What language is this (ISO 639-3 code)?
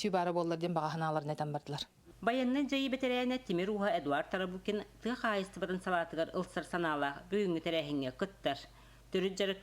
sah